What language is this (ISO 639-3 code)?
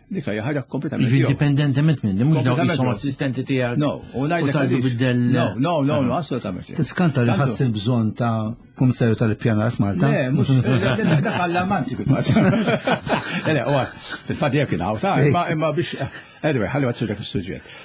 mlt